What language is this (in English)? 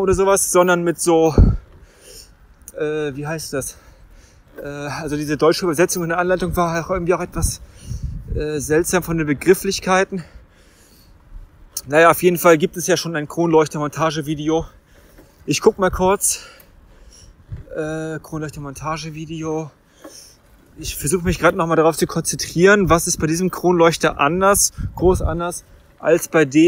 German